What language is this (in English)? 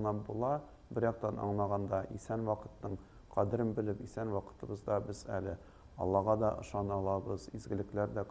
Tatar